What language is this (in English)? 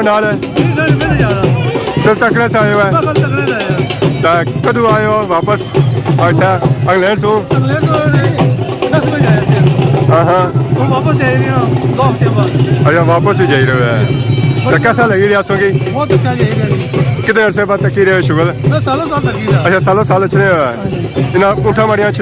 Pahari-Potwari